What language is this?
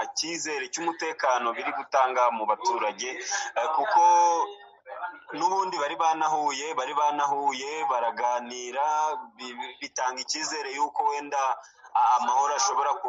Kinyarwanda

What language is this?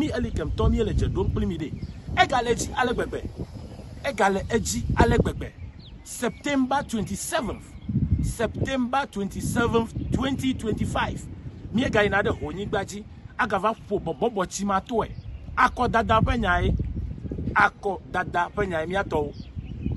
Ewe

